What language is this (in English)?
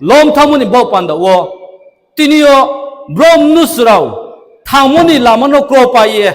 Riang (India)